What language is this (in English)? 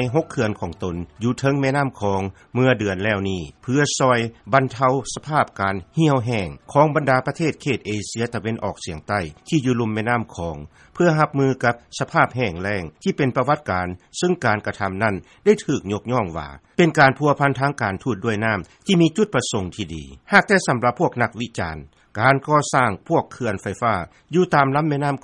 Lao